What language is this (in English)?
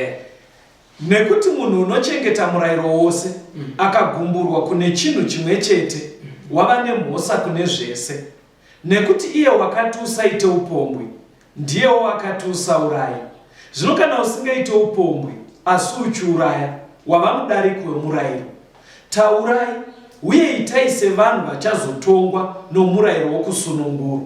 Shona